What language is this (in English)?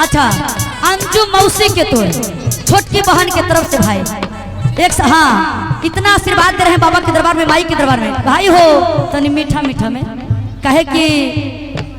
Magahi